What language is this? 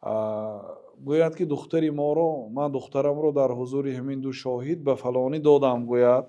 Tajik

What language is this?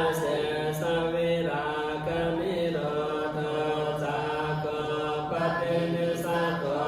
Pali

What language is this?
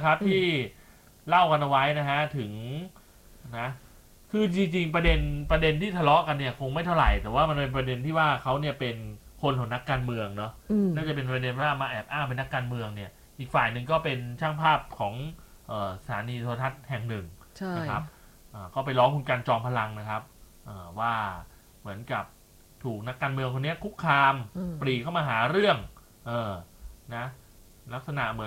Thai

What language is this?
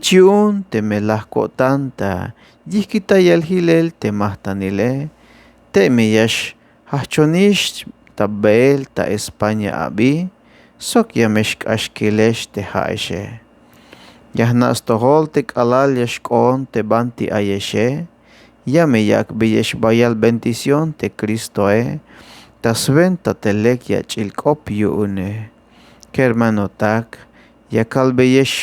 Tzeltal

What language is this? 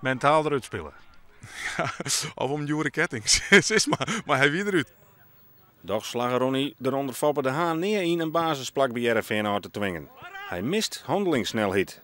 Western Frisian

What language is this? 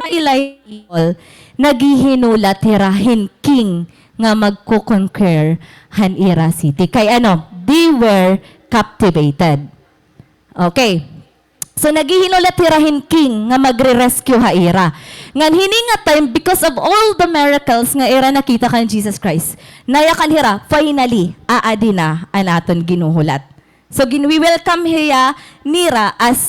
Waray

